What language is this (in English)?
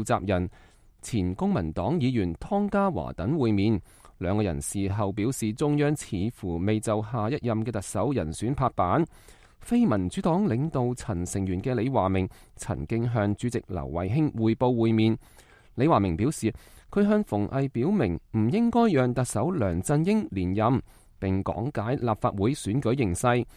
Cantonese